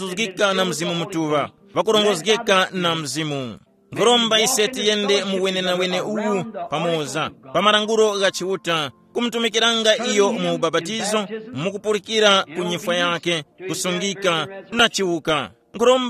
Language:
Tumbuka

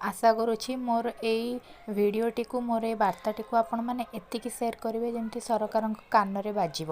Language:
Odia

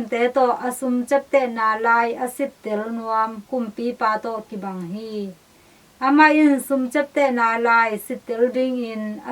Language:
Tedim Chin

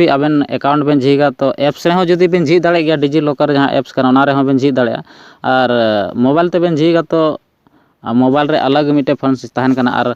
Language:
Santali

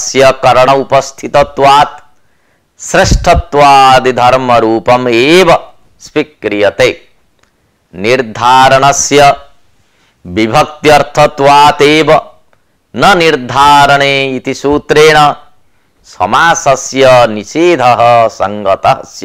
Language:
Sanskrit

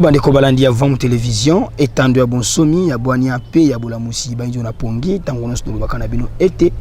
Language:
Lingala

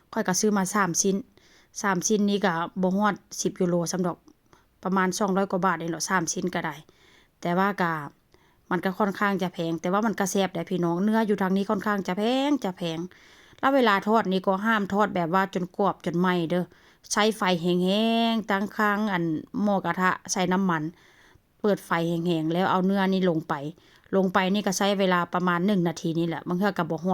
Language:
Northeastern Thai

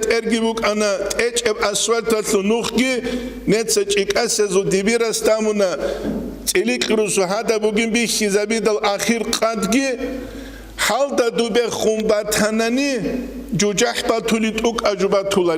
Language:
Avaric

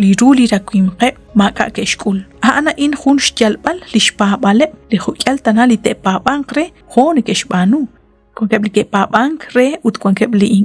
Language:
Kekchí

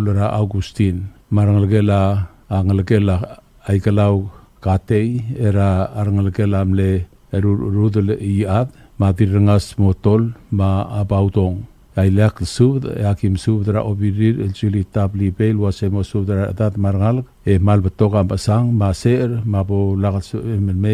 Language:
Palauan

